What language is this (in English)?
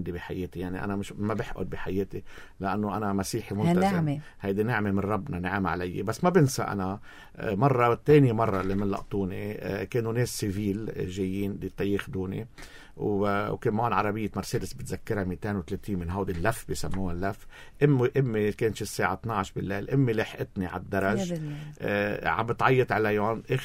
North Levantine Arabic